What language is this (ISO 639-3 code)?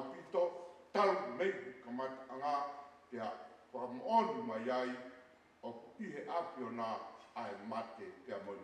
ton